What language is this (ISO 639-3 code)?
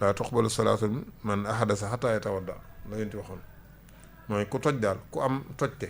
wol